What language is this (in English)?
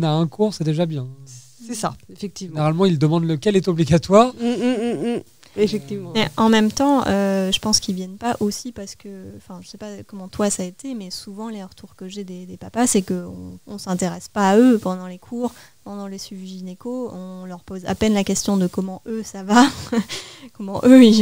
French